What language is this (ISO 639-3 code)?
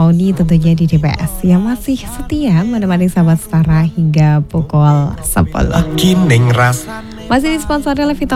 ind